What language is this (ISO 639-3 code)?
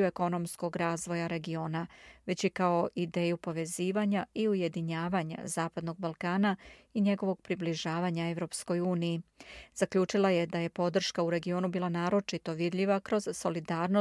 srp